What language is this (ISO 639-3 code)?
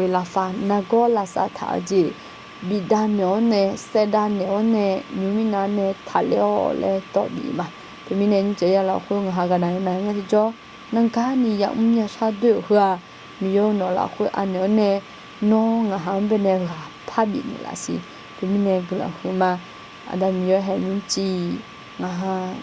ahk